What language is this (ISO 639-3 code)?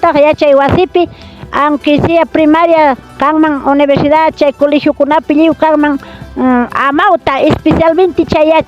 quy